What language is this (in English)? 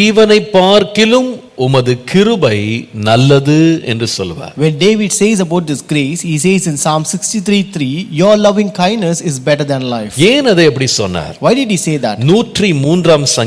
Tamil